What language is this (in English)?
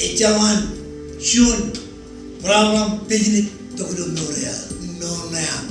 Marshallese